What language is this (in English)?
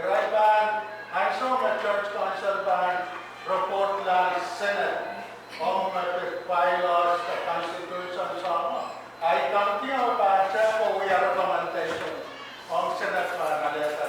Pohnpeian